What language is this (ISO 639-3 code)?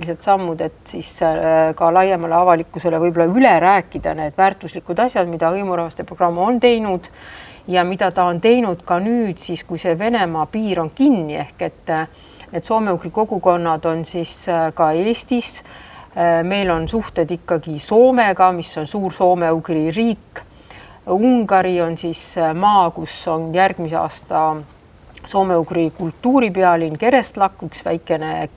est